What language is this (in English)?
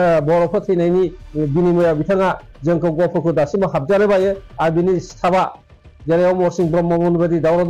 Bodo